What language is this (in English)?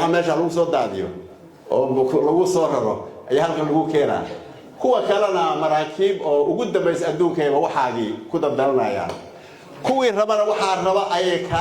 Somali